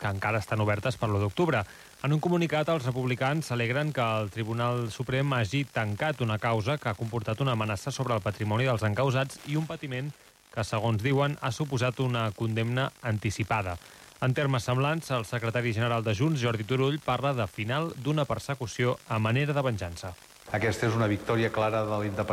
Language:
Catalan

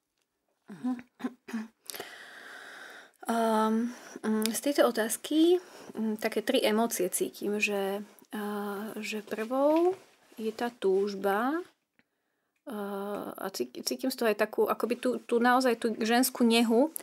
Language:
Slovak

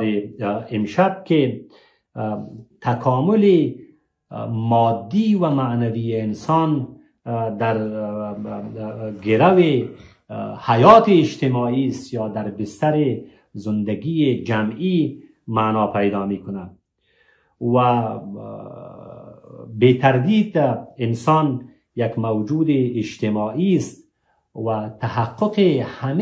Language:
Persian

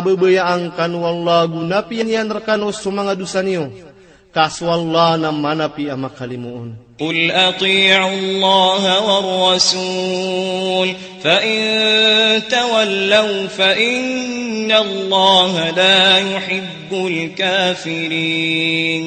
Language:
Maranao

